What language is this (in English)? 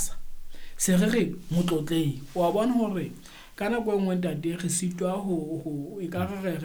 Southern Sotho